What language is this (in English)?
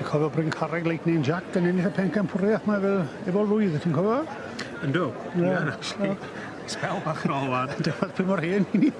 Welsh